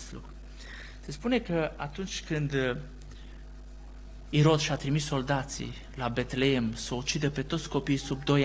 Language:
Romanian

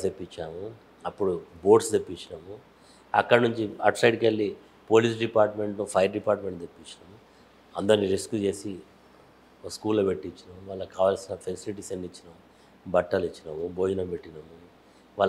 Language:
Telugu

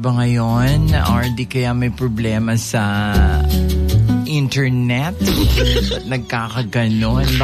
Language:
Filipino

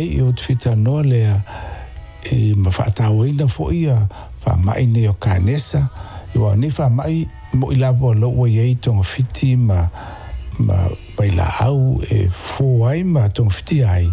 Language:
Samoan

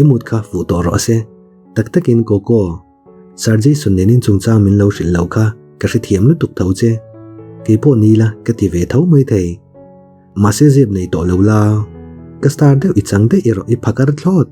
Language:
Mizo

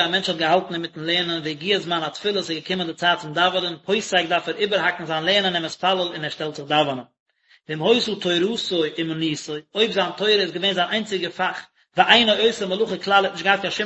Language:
Yiddish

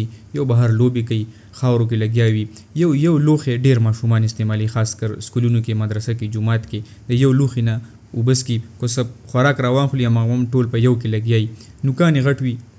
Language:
Pashto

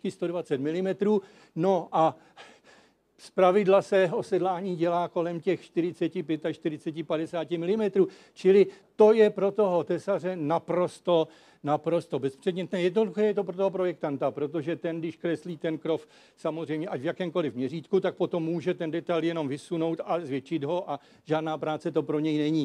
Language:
Czech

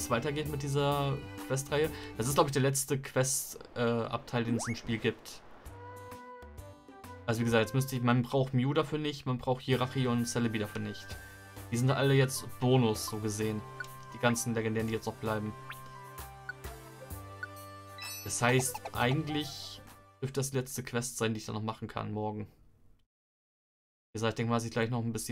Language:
German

